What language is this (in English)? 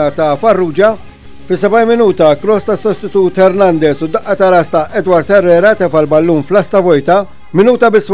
Maltese